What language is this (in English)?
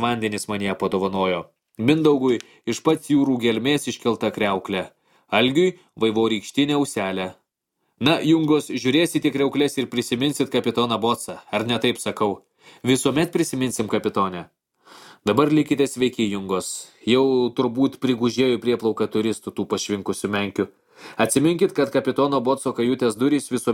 Lithuanian